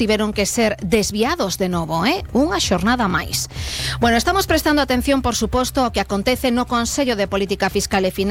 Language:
Galician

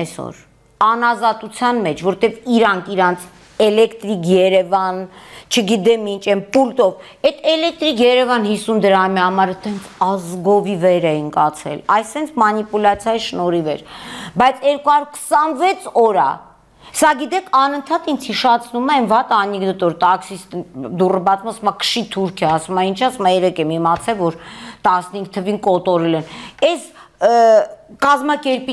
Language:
Armenian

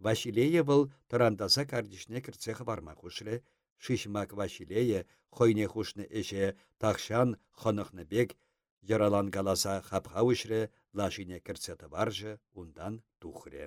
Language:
Chuvash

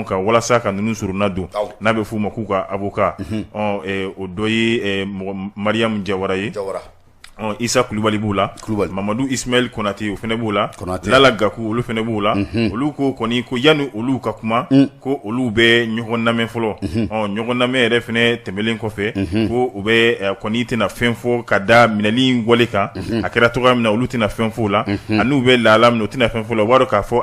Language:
Bambara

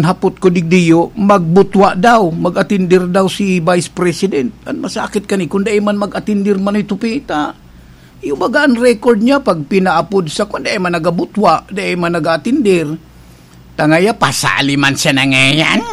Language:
Bikol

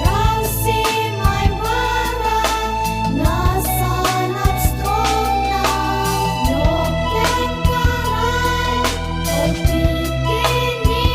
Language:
Tok Pisin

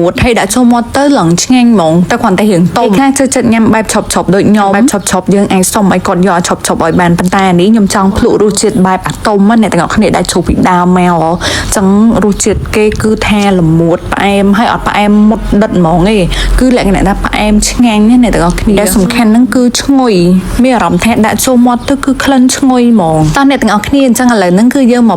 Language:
Khmer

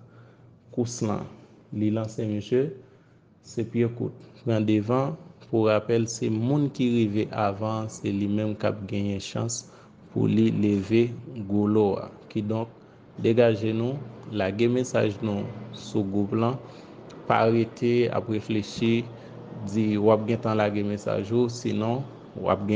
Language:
Haitian Creole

